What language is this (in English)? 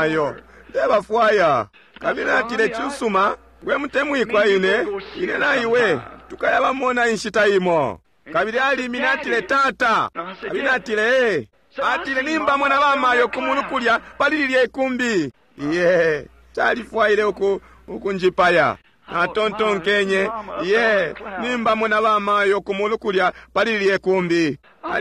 Bemba